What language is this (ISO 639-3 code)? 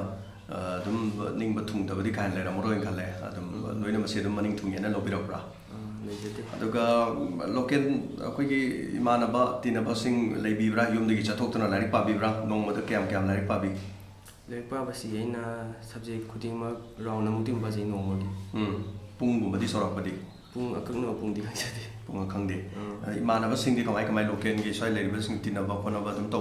mni